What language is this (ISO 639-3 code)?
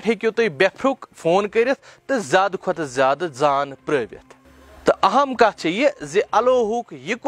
kas